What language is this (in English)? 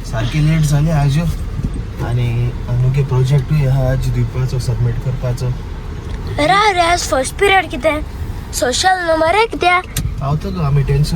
Konkani